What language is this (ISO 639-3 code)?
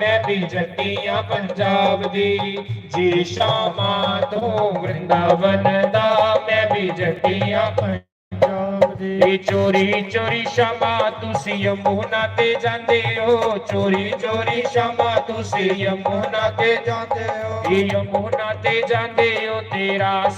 doi